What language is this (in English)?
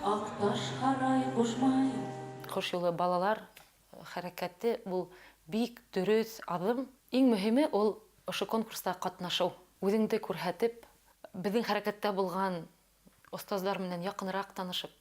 Bashkir